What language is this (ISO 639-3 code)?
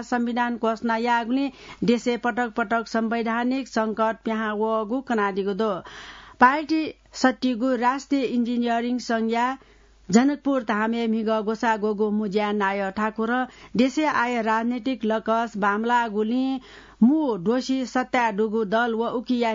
new